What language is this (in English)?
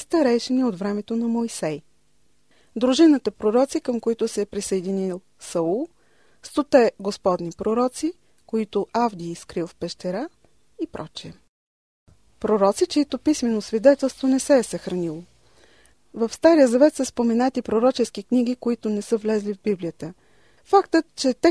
Bulgarian